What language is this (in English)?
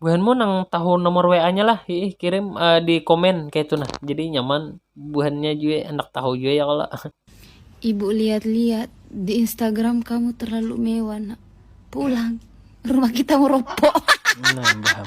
Banjar